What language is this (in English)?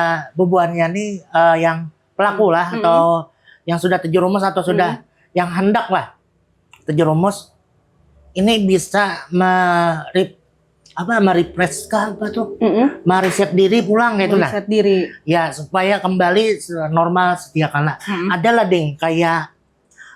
Banjar